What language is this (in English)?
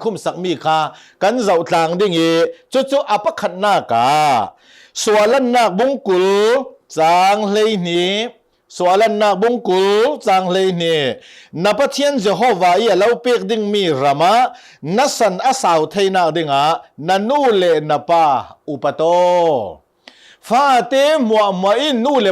Hakha Chin